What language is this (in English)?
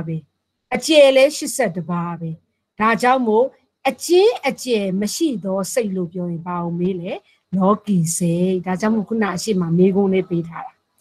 Burmese